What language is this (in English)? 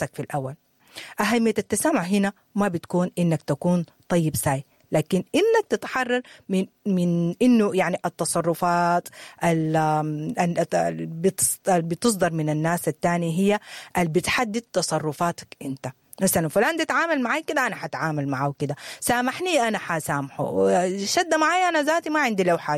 Sudanese Arabic